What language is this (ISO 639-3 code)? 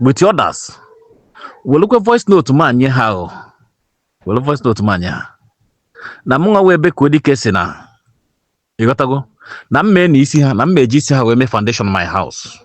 ibo